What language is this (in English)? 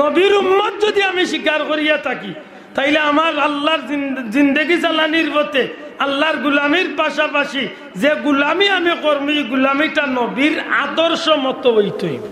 Sylheti